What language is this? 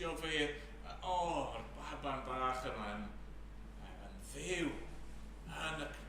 Welsh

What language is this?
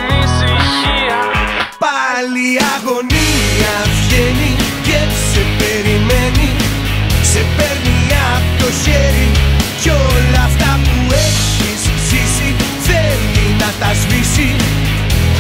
Greek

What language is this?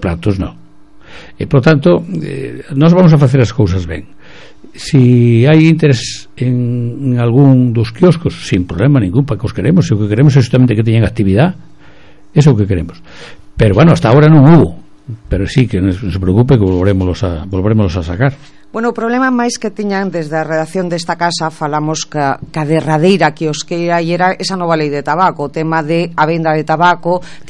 Galician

